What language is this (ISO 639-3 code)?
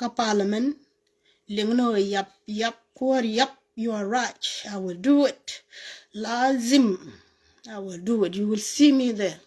nus